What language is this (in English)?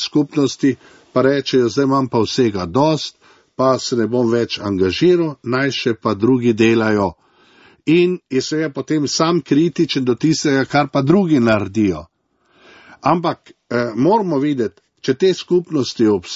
Slovenian